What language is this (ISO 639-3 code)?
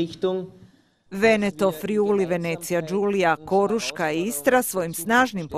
hrv